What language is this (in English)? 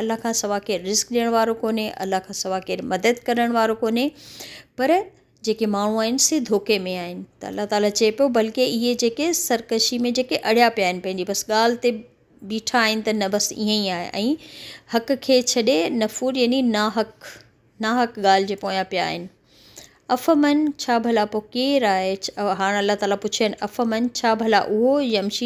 Sindhi